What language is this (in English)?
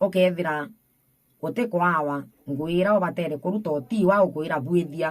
Meru